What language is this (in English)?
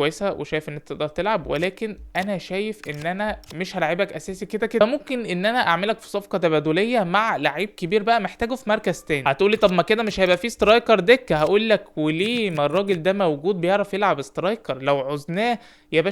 Egyptian Arabic